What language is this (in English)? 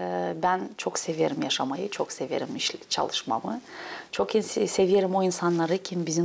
Gagauz